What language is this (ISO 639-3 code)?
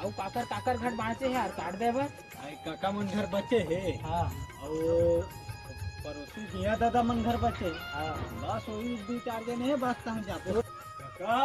hne